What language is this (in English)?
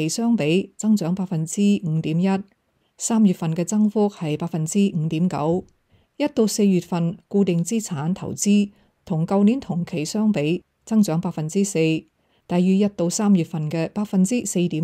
Cantonese